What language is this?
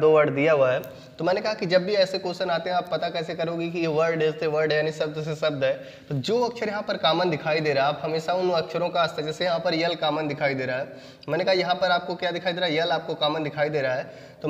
Hindi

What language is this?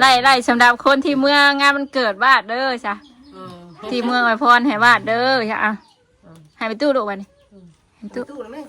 Northeastern Thai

